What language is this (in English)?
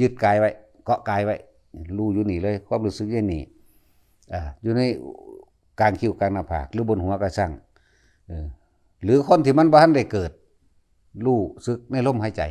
Northeastern Thai